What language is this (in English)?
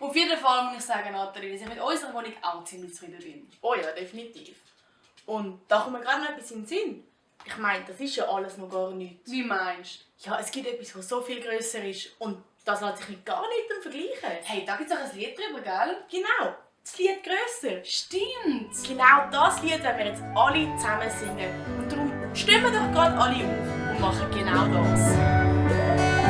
Swiss German